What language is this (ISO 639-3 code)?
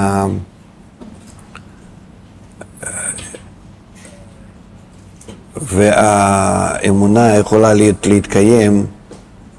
heb